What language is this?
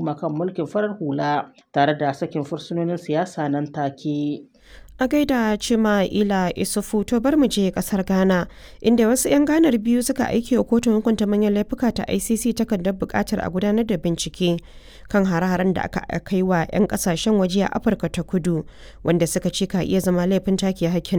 Hausa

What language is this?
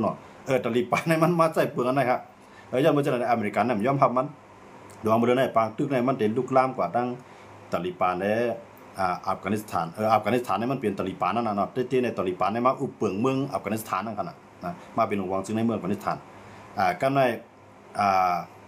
Shan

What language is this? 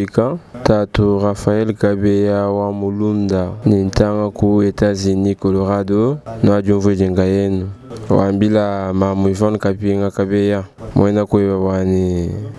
Luba-Lulua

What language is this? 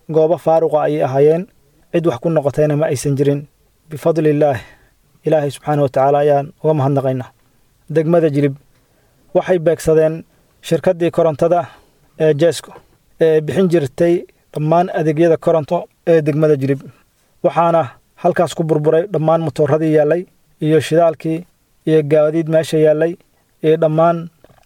Somali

